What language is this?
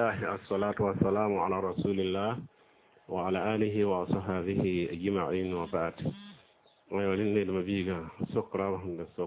Mossi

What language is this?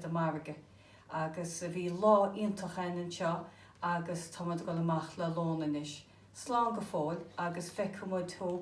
Irish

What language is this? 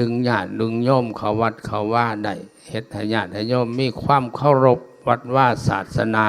Lao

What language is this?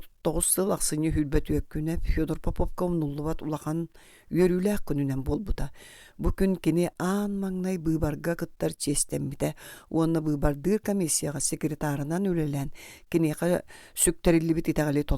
Yakut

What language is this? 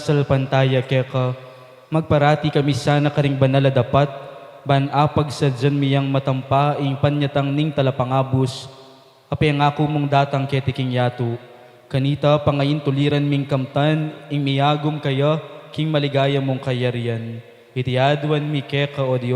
Pampanga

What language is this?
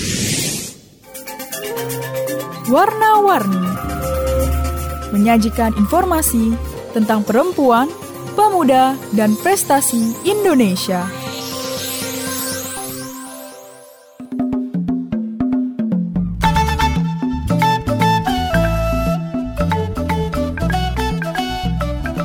Indonesian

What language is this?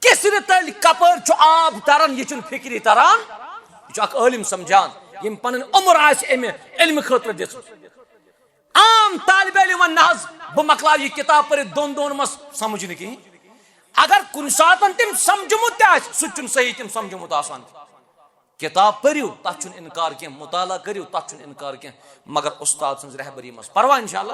Kashmiri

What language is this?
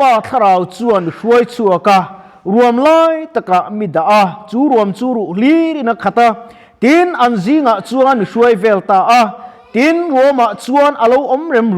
Mizo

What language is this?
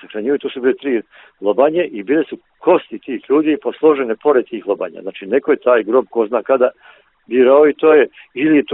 Bosnian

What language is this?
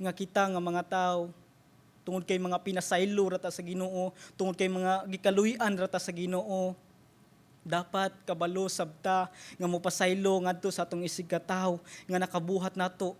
Cebuano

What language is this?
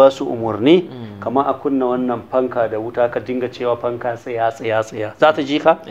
Hausa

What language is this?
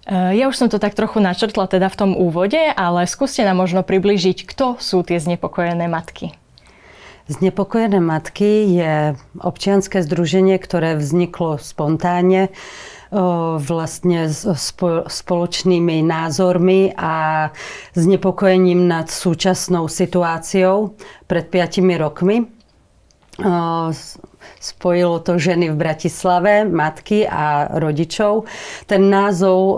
Slovak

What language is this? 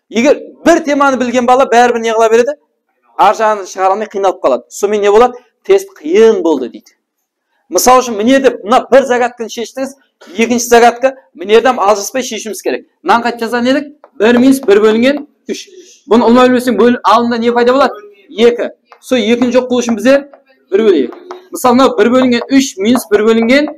Kara-Kalpak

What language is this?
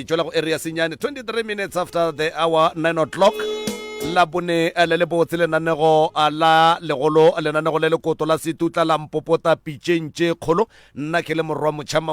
Northern Sotho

